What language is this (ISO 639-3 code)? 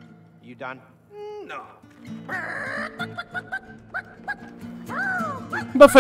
hun